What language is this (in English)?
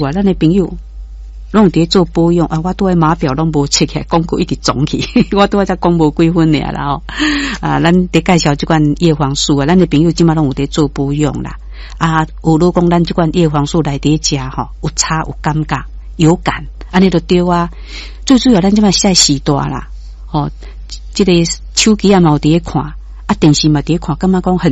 Min Nan Chinese